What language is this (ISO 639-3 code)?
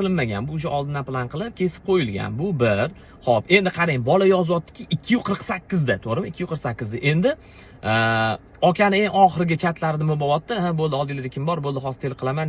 uzb